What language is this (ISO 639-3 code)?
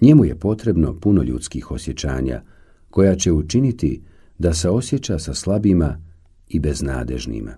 bos